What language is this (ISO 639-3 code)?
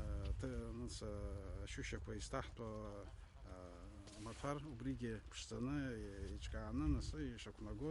abk